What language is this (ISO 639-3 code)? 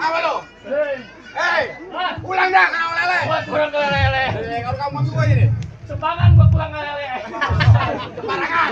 bew